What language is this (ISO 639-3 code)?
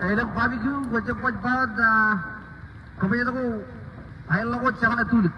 mah